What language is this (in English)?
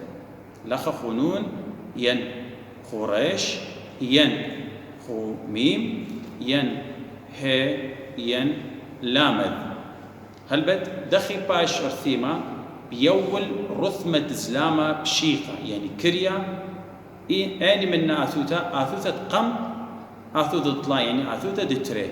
Assyrian Neo-Aramaic